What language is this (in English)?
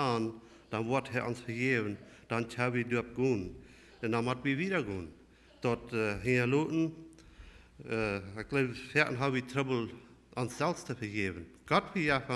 Plautdietsch